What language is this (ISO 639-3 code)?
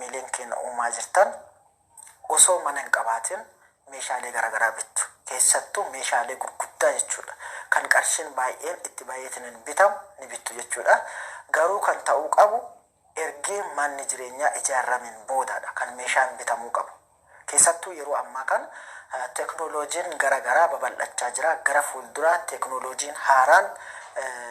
orm